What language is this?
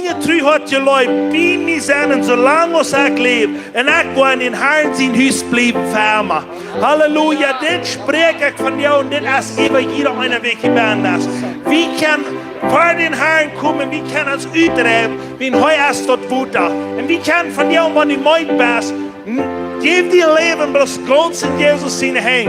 Plautdietsch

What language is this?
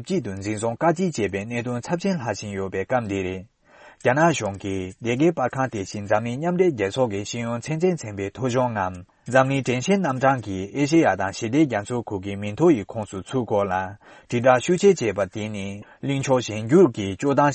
Tibetan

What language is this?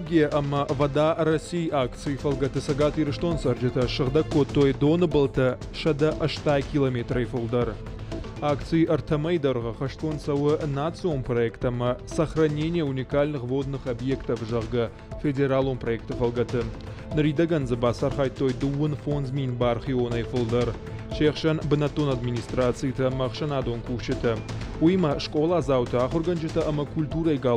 Ossetic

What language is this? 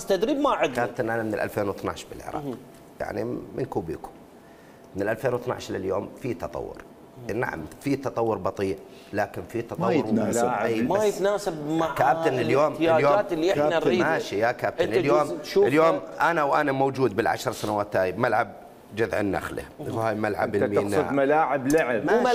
Mesopotamian Arabic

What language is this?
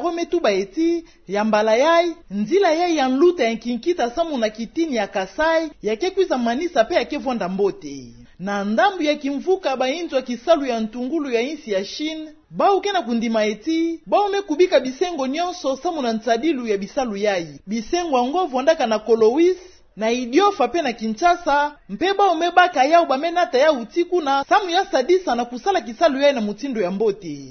Kituba (Democratic Republic of Congo)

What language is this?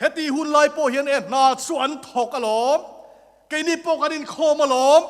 Mizo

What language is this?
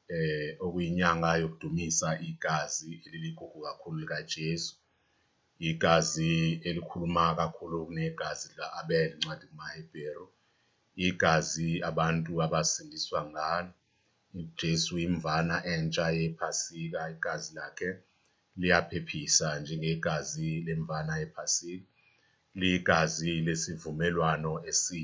Zulu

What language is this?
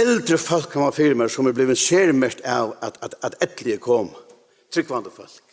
Faroese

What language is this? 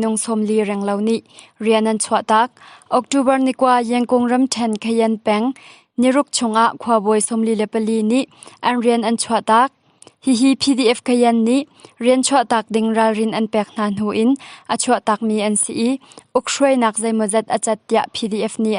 Hakha Chin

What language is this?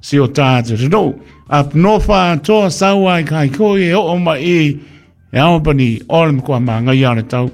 Samoan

